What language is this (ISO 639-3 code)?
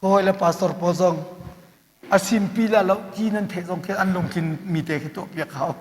cnh